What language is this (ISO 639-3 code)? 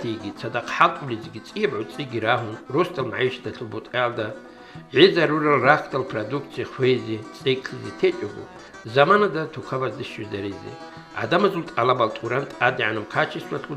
ava